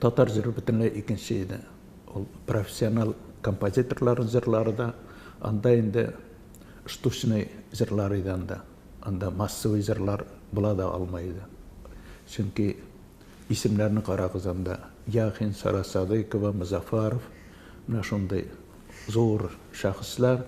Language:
Tatar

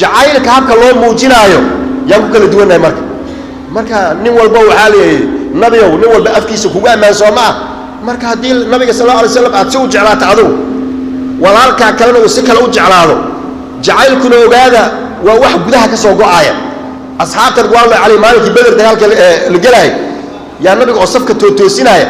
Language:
Somali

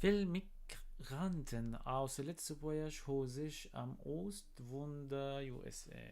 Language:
North Levantine Arabic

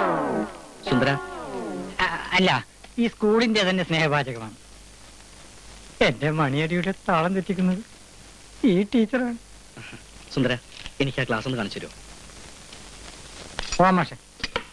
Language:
Malayalam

